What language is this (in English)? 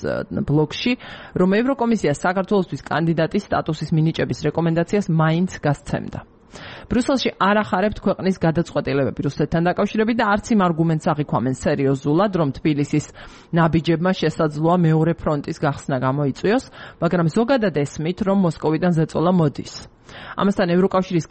Georgian